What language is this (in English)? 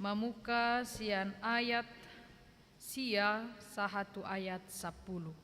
Batak Toba